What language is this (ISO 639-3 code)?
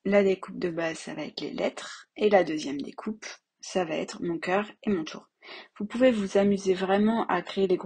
fra